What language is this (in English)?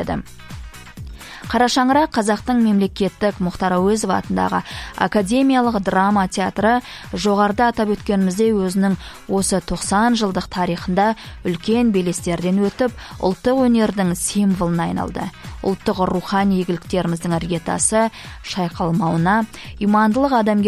Kazakh